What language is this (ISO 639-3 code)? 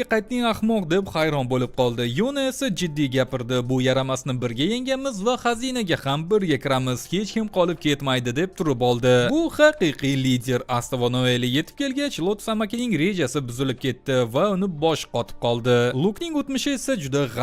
uzb